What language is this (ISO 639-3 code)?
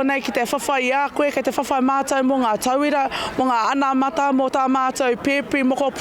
mri